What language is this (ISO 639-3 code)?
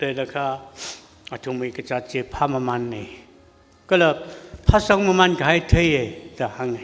nmf